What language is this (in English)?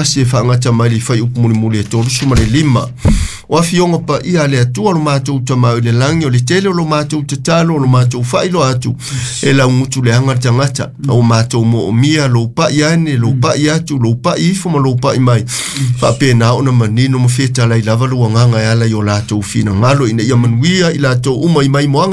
Samoan